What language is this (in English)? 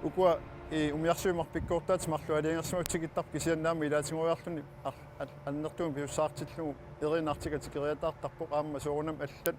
Kalaallisut